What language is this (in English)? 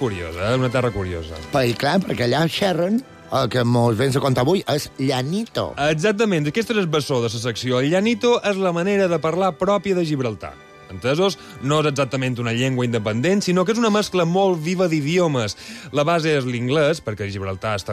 Catalan